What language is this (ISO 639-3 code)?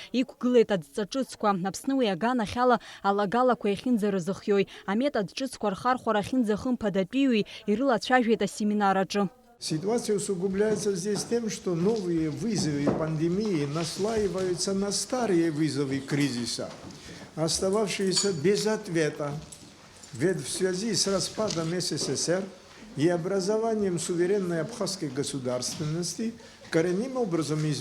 abk